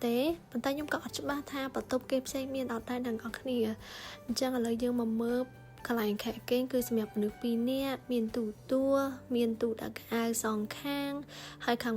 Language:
Khmer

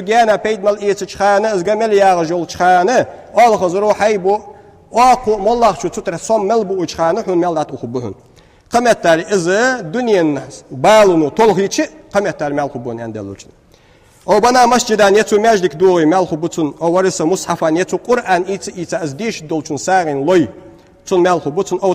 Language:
Ingush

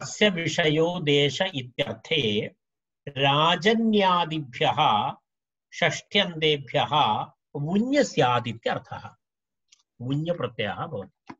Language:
Sanskrit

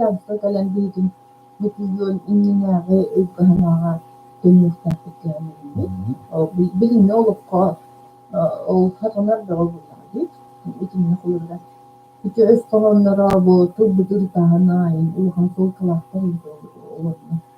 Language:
Yakut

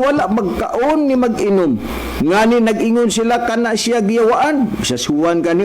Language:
Cebuano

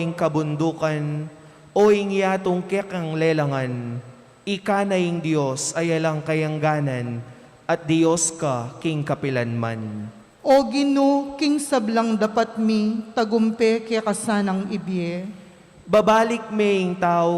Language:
Pampanga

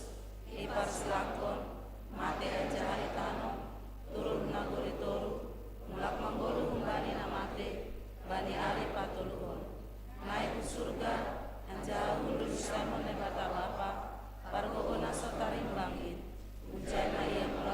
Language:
Batak Simalungun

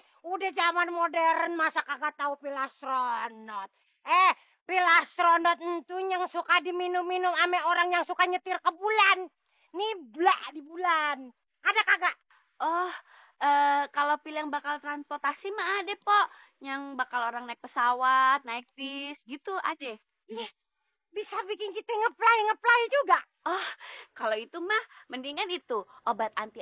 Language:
Betawi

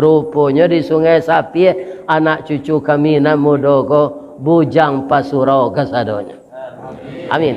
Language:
Minangkabau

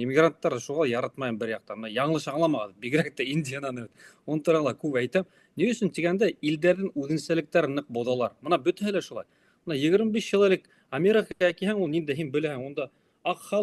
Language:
Bashkir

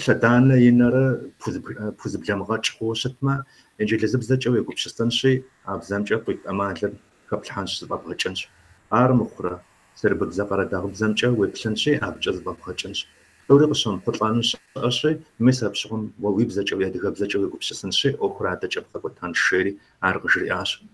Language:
Kabardian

